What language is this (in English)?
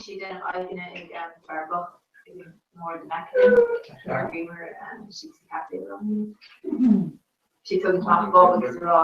Irish